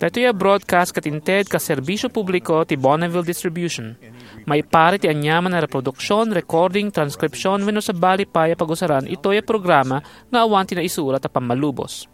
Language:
Iloko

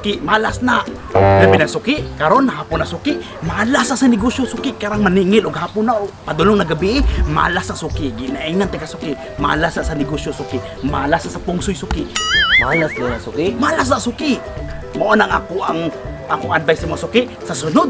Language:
Cebuano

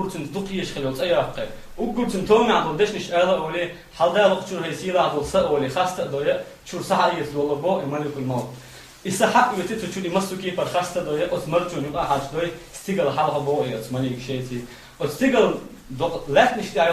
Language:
Chechen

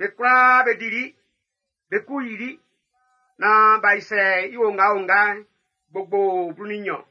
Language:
Baoulé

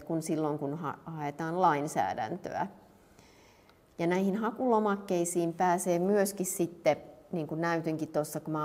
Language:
Finnish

